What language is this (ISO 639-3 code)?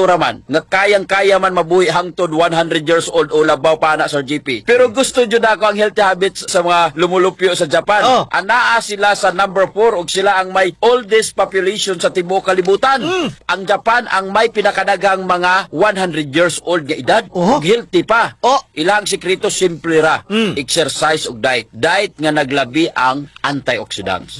ceb